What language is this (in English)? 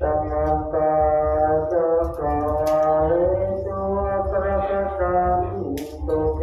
Northeastern Thai